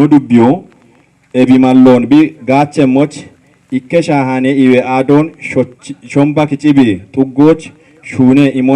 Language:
Kafa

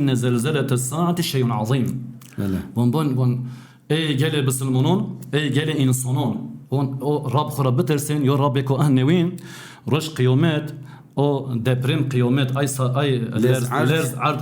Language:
Zaza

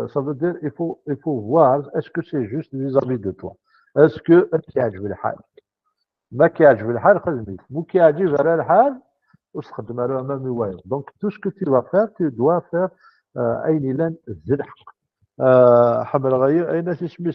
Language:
Kabyle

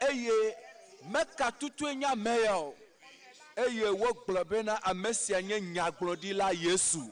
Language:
Ewe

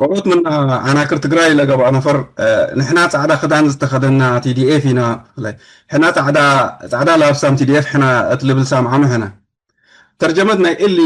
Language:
Tigre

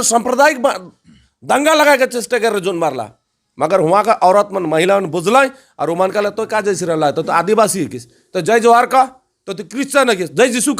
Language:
Sadri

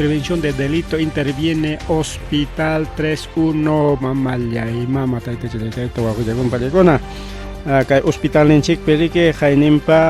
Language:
Ayacucho Quechua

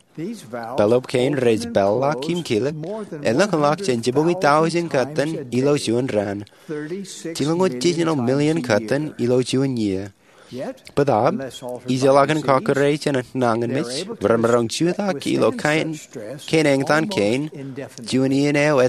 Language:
Marshallese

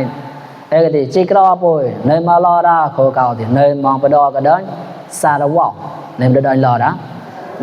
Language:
Mon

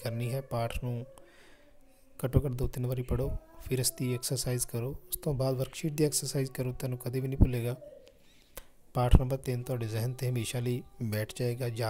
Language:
Punjabi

